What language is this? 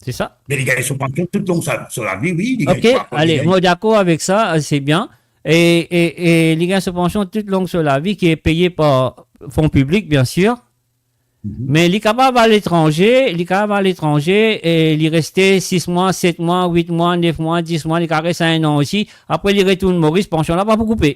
Morisyen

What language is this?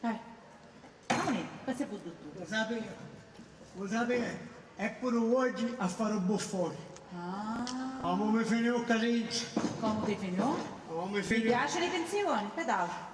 Sicilian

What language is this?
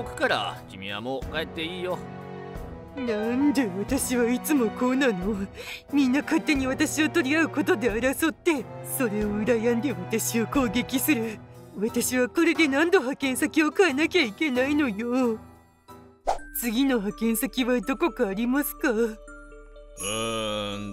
Japanese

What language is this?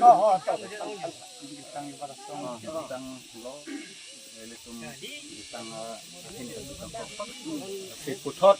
Karbi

